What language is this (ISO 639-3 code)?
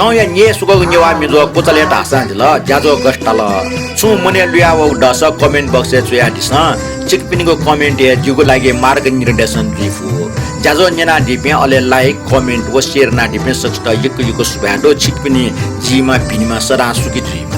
new